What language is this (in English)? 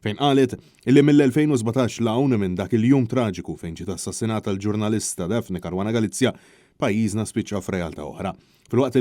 Maltese